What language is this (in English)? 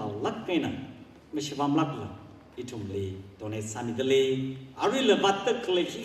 Tangkhul Naga (India)